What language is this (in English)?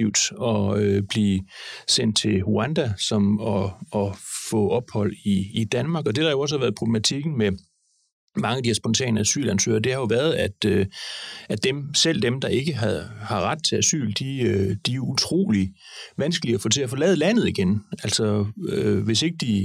Danish